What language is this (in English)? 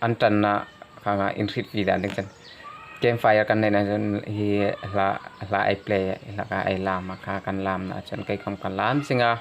Hmar